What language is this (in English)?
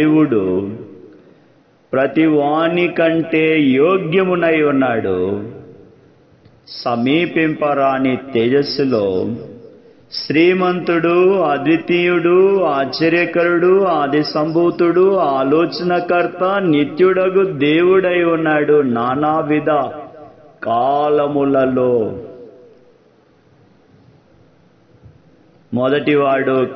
Telugu